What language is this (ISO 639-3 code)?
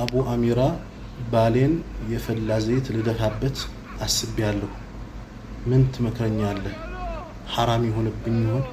amh